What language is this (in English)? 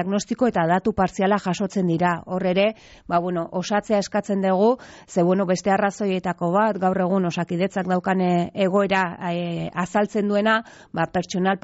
Basque